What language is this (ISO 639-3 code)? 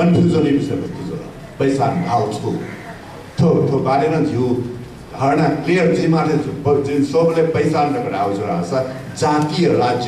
new